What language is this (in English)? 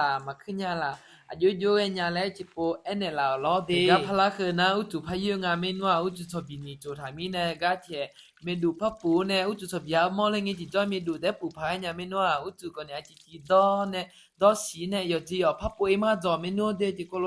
Akha